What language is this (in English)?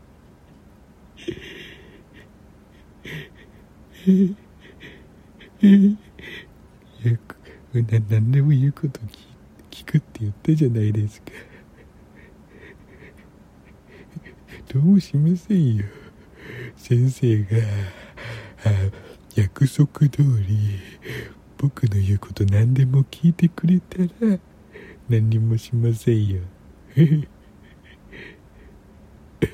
Japanese